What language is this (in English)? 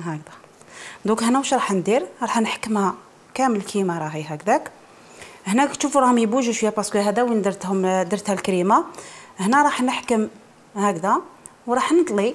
Algerian Arabic